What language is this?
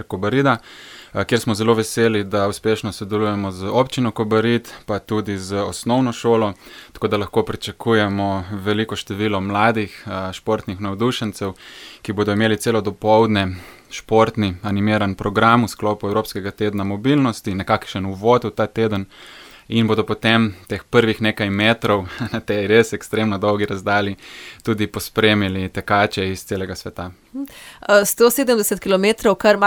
Slovenian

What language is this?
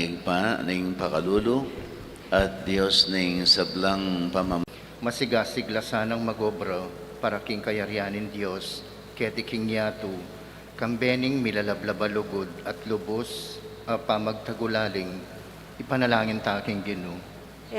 Pampanga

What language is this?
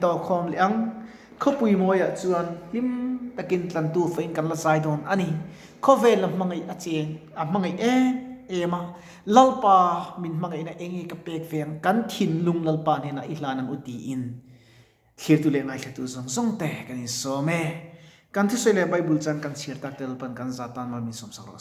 Mizo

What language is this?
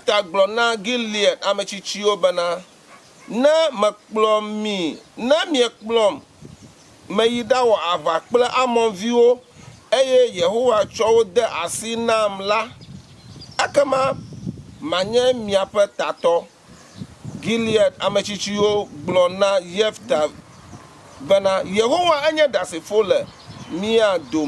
Ewe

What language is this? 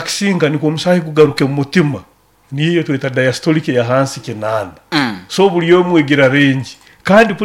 Nyoro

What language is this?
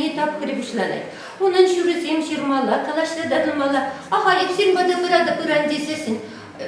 Chuvash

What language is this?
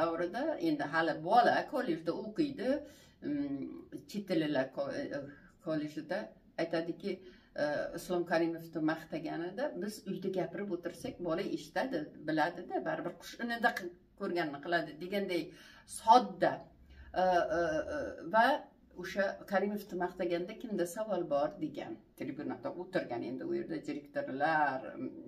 Uzbek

